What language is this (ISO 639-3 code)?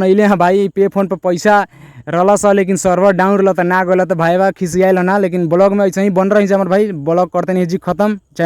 bho